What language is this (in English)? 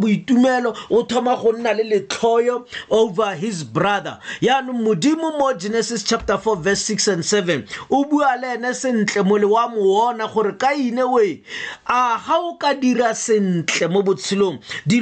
Tswana